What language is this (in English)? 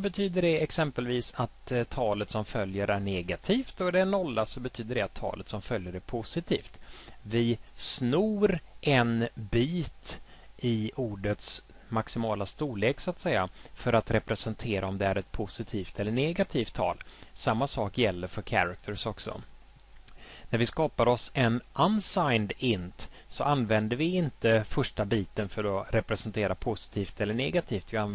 Swedish